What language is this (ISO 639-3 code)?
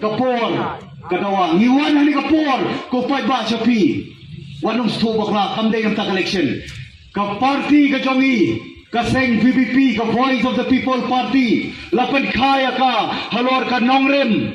kha